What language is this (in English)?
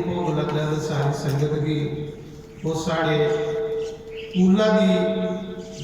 Dogri